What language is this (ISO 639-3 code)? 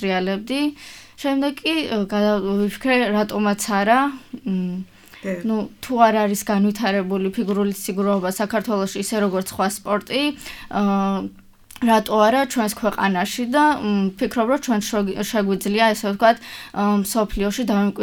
kat